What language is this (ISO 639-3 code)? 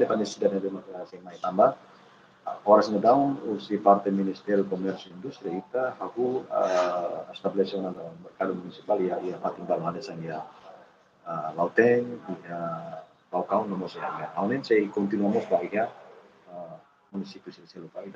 tet